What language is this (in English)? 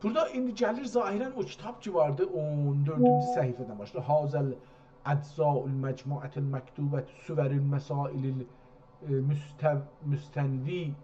South Azerbaijani